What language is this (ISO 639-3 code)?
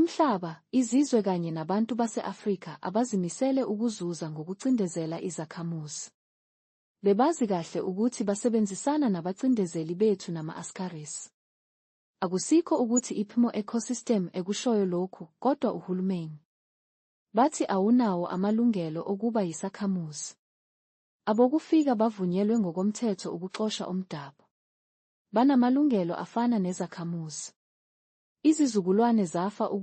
zul